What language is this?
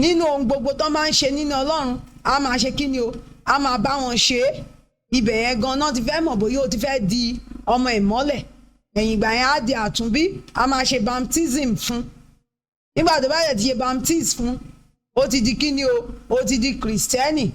Yoruba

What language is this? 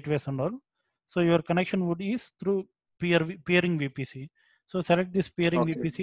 English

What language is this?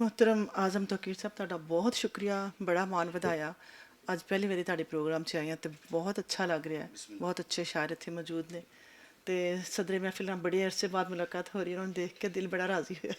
Western Panjabi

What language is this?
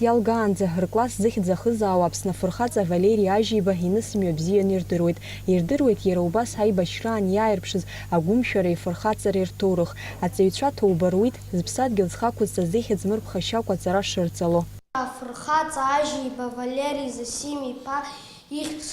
Abkhazian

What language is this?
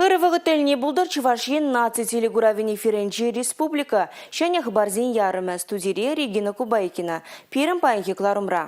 Chuvash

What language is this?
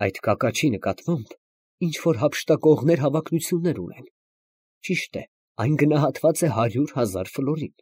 Armenian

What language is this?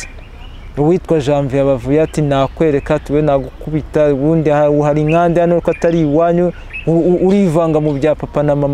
Kinyarwanda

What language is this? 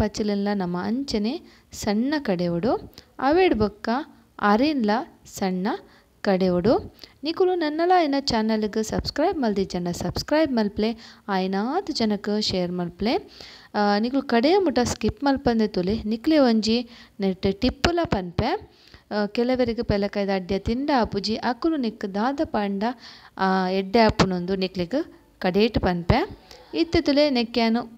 Tulu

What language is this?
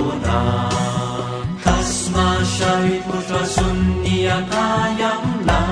Sanskrit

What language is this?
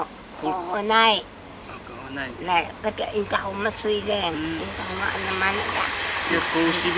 Taroko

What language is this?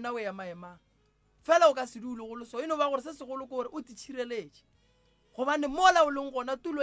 Northern Sotho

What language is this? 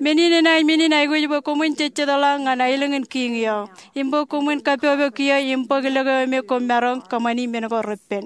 Marshallese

